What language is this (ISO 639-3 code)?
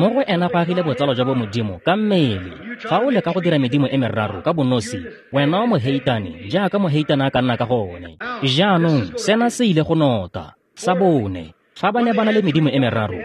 tsn